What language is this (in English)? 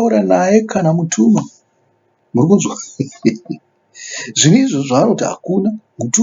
Shona